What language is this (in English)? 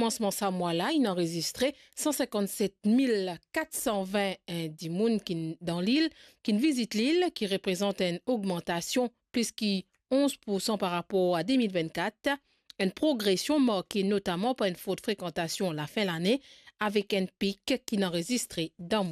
Morisyen